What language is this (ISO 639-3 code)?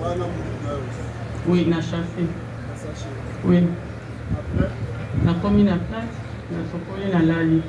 lin